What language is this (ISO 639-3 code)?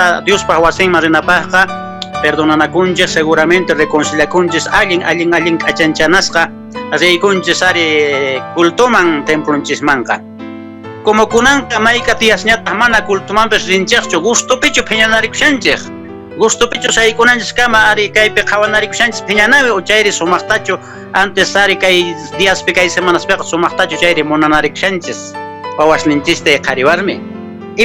que